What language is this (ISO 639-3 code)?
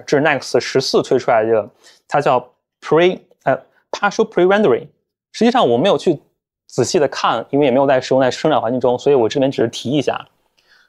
zho